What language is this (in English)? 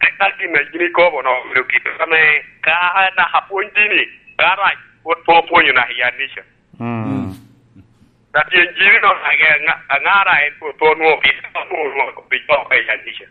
Lango (Uganda)